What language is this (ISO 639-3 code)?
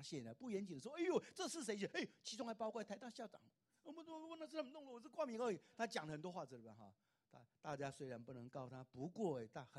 zho